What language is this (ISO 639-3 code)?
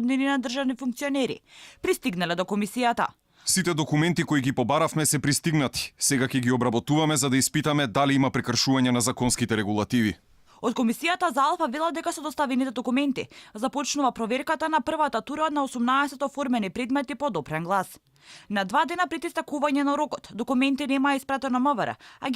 mkd